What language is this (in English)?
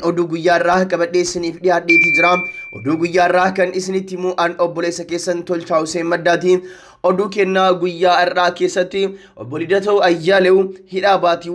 Oromo